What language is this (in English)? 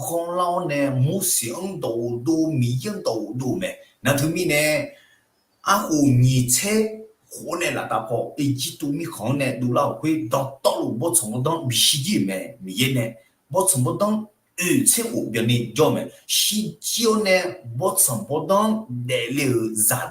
Akha